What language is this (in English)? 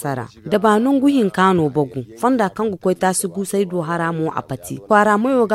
Zarma